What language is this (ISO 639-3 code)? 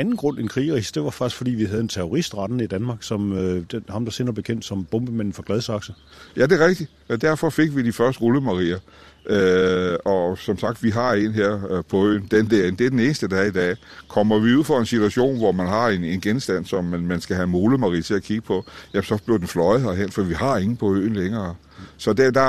dan